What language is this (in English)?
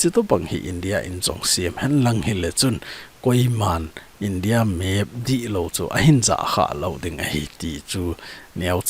Thado Chin